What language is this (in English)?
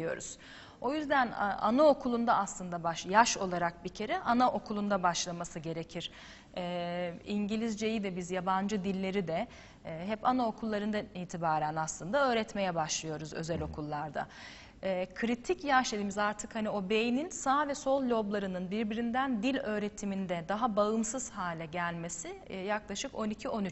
Turkish